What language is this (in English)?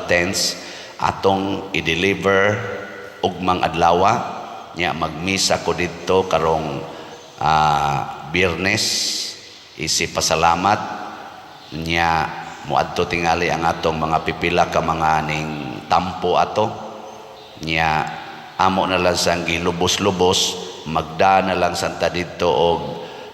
Cebuano